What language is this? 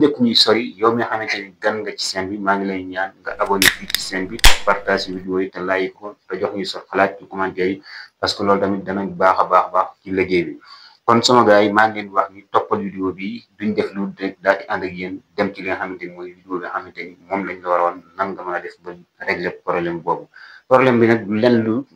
Wolof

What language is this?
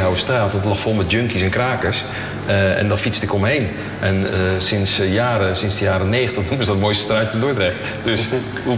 Dutch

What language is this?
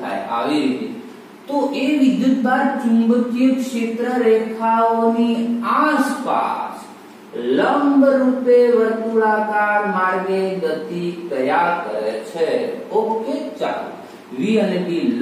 Gujarati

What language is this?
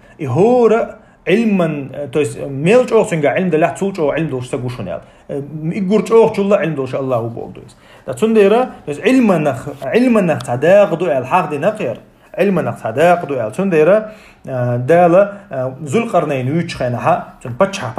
Chechen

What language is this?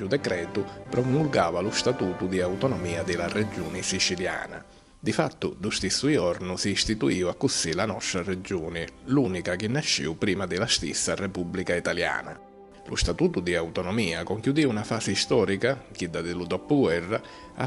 Sicilian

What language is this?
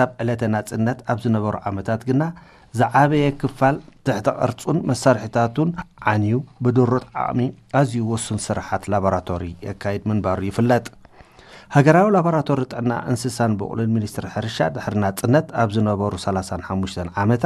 Tigrinya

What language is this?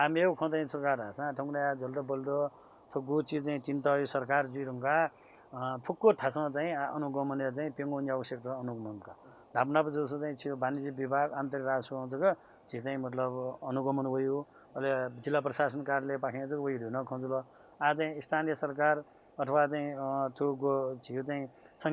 Newari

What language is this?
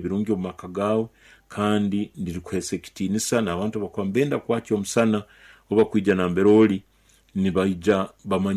Nyoro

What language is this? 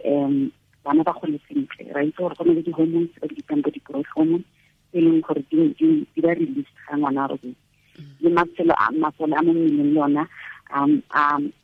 Tswana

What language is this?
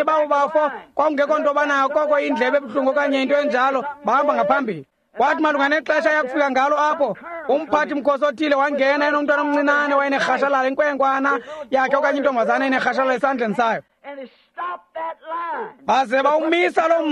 Xhosa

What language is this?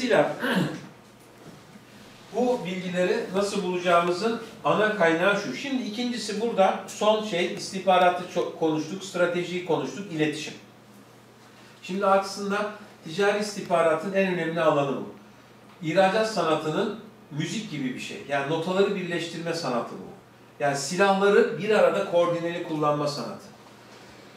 Turkish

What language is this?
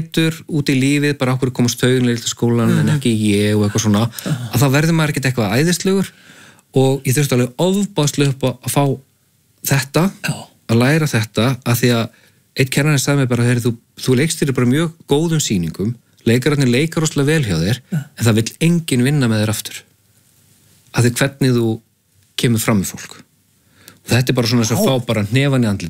Icelandic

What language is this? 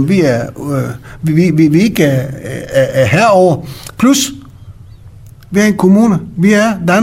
Danish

